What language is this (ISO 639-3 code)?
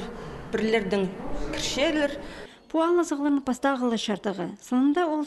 kjh